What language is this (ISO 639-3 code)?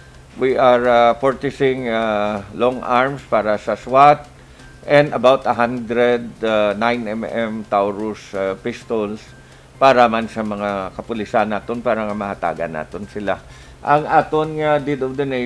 hil